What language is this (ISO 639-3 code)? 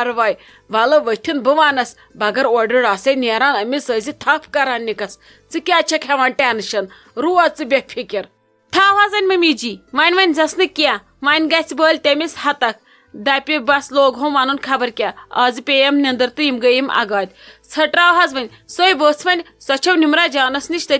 kas